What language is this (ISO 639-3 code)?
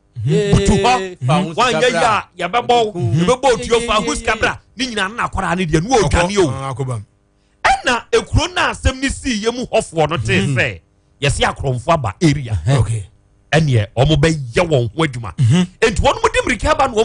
aka